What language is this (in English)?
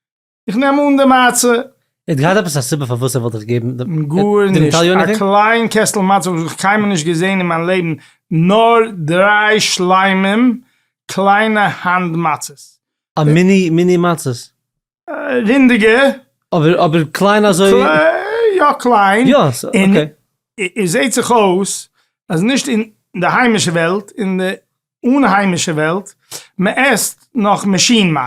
Yiddish